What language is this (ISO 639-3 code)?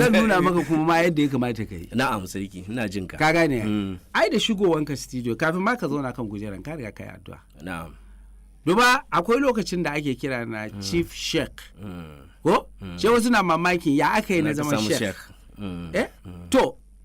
hau